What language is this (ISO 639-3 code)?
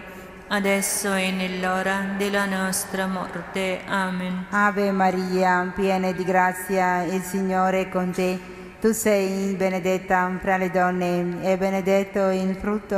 ita